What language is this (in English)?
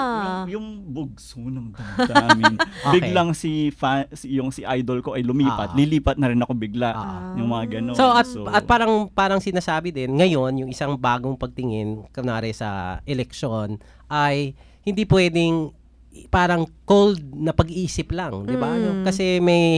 Filipino